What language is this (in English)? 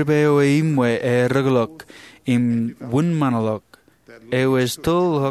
Marshallese